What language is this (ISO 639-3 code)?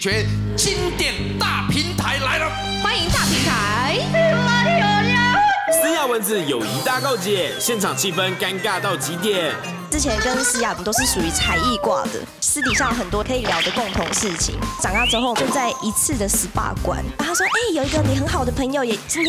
zho